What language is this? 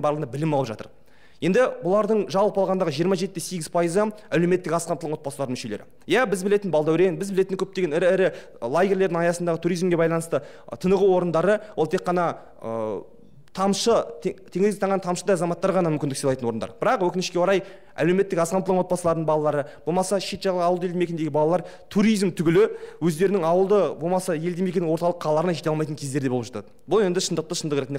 Kazakh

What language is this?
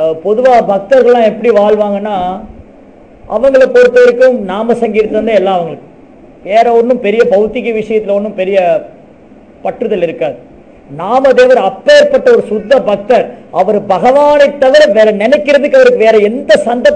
Tamil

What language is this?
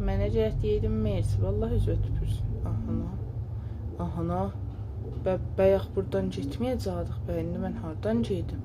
South Azerbaijani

